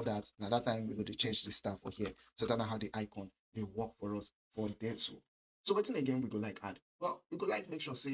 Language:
Nigerian Pidgin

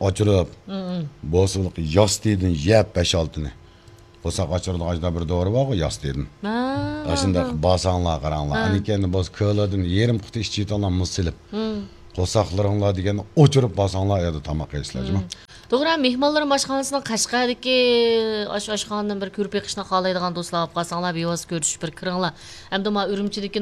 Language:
Uyghur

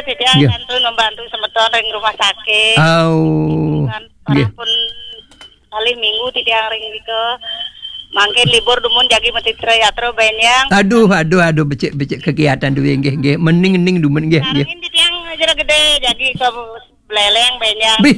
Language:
Balinese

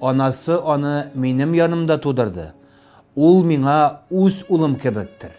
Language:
Tatar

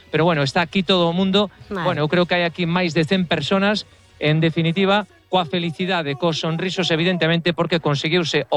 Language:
Galician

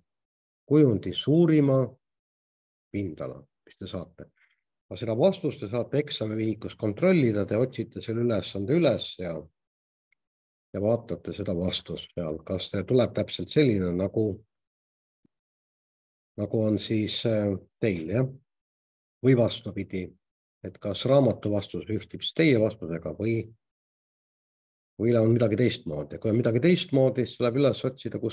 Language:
Estonian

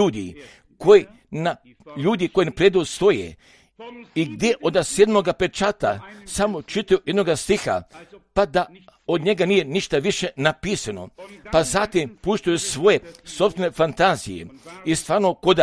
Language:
Croatian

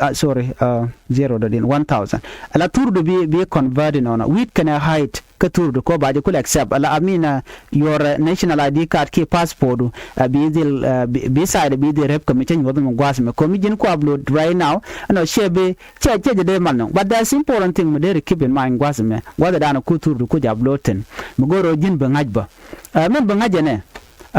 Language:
Nuer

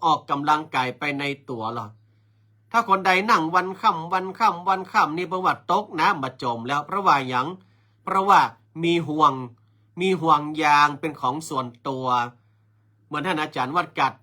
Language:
Northern Thai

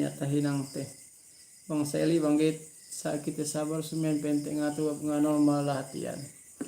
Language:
Yakan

